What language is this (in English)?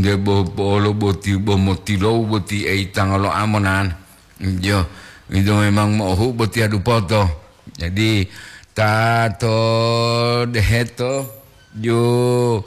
Gorontalo